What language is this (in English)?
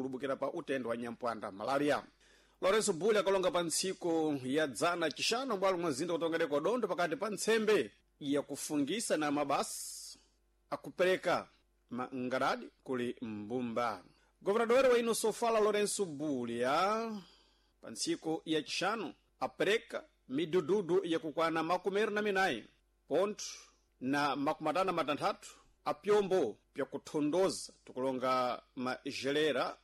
Sena